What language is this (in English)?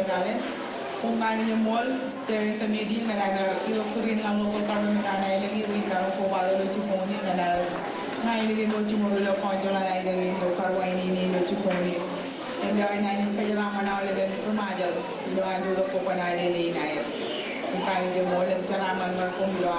Marshallese